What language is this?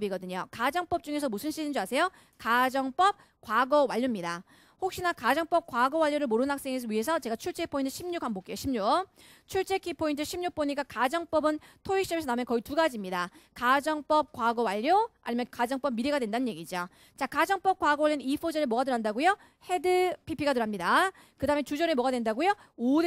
Korean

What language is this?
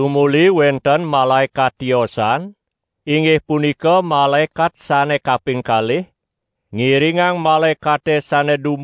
Balinese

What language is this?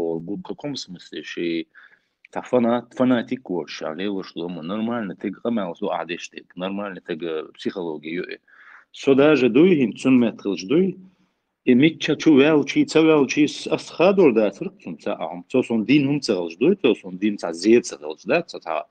Chechen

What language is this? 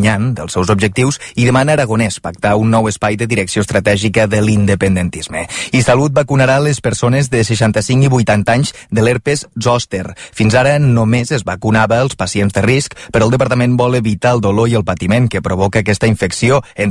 Catalan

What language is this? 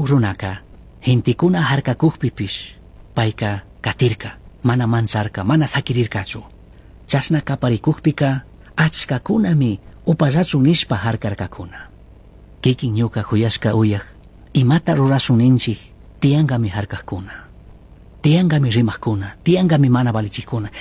Chimborazo Highland Quichua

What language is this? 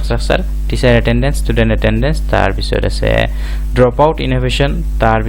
Assamese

